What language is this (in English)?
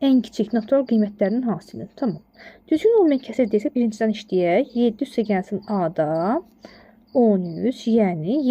Azerbaijani